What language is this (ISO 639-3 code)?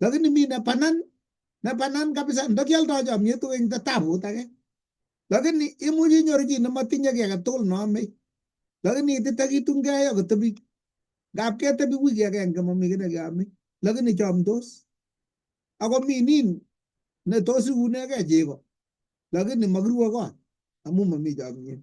kln